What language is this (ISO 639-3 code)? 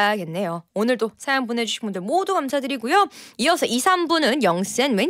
kor